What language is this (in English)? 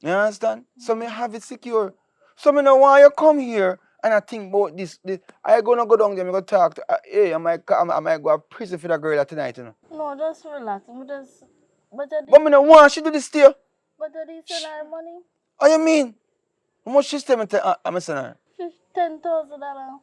Jamaican Creole English